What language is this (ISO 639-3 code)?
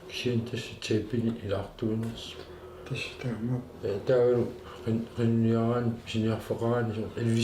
kal